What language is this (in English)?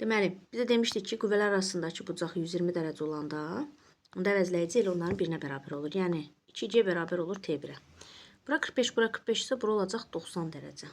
Azerbaijani